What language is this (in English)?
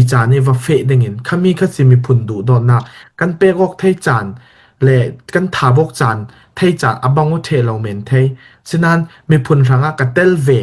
Falam Chin